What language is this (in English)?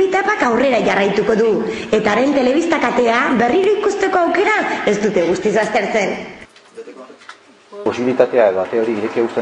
Basque